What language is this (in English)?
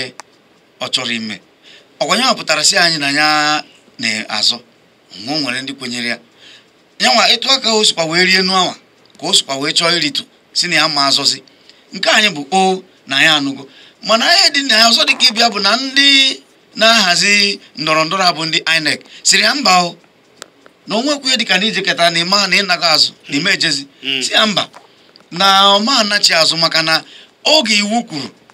Igbo